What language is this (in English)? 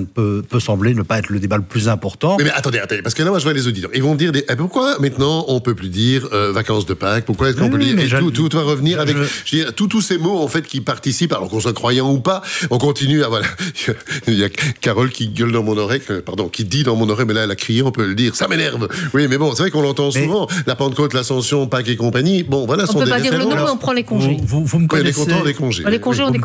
French